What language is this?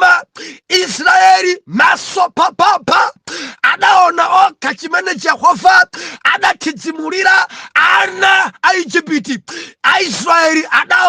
Nyanja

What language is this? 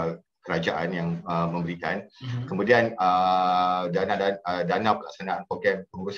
Malay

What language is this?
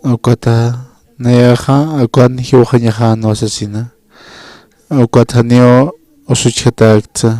Aymara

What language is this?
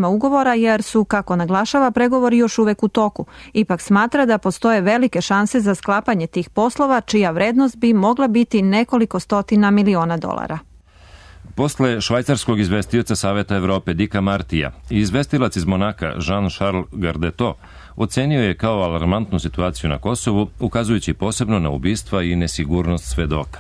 Serbian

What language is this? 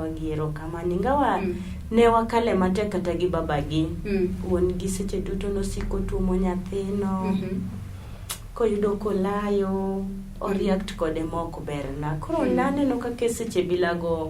Luo (Kenya and Tanzania)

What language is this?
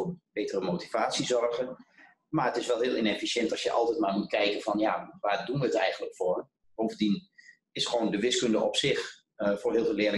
Dutch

